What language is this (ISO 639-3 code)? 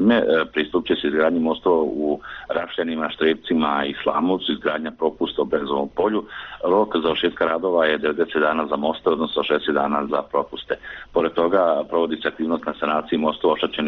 bos